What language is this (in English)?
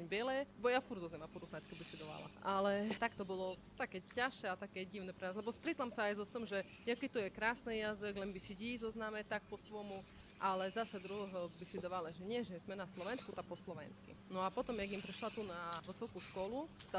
Rusyn